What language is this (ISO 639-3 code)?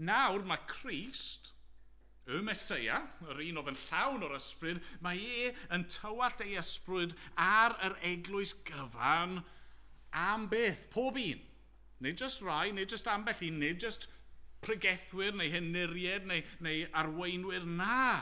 cym